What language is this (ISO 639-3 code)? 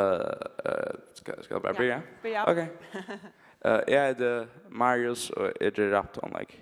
fao